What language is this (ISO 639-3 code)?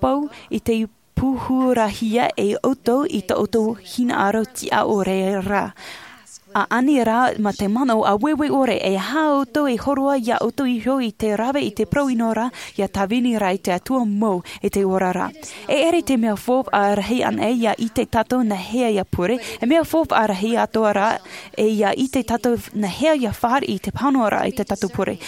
tah